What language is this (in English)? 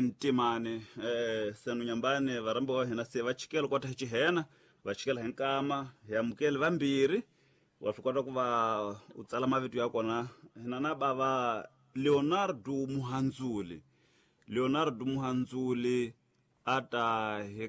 Tsonga